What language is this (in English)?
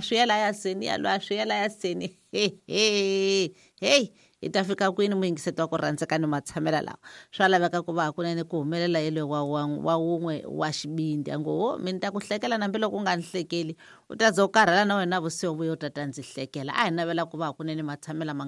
Tsonga